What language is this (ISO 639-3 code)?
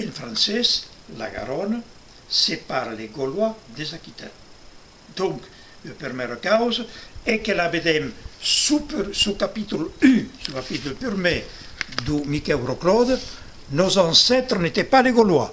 oci